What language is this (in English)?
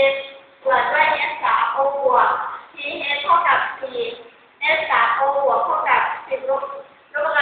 Lao